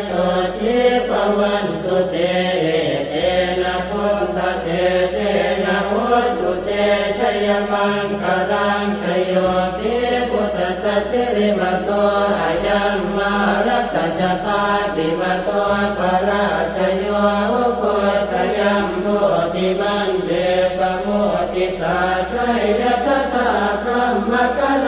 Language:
Pali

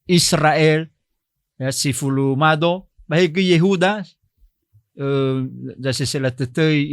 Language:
Nias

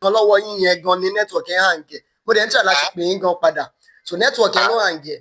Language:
Yoruba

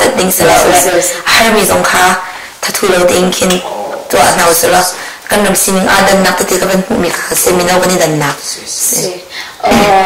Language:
Hakha Chin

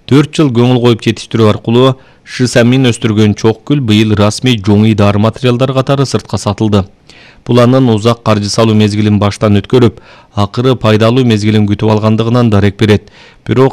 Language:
Kyrgyz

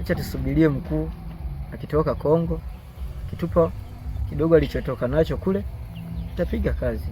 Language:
Swahili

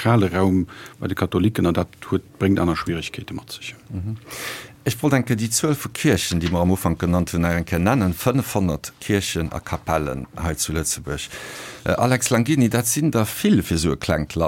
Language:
Luxembourgish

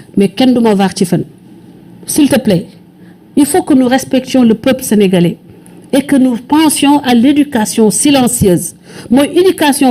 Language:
Wolof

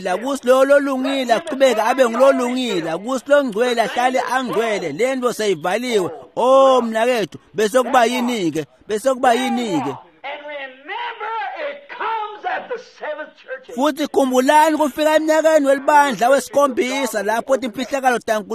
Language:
Swati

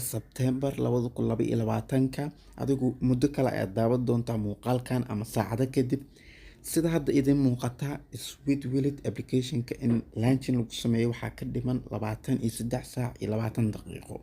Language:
Somali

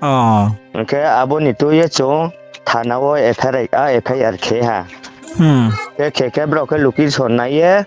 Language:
Riang (India)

